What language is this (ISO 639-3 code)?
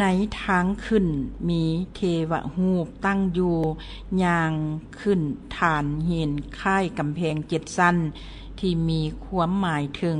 lao